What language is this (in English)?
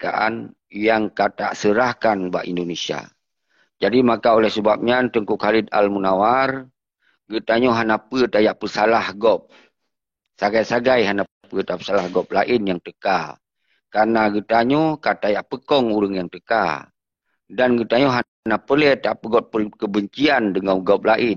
Achinese